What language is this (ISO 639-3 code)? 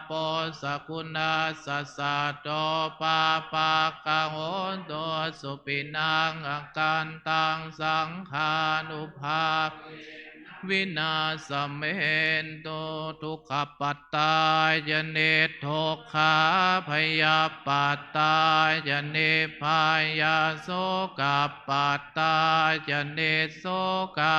pli